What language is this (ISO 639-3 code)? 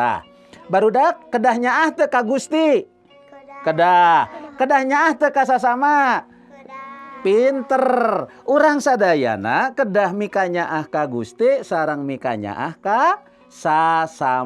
sun